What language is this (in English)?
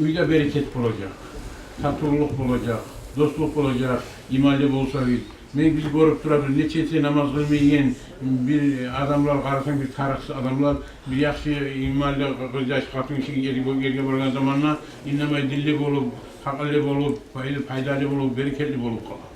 Kumyk